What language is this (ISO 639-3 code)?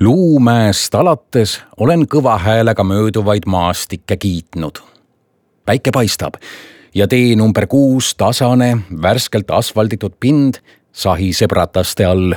est